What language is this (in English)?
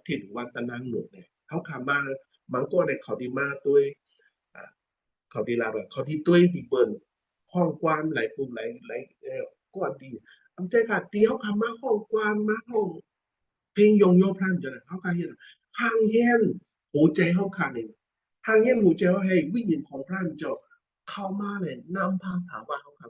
Shan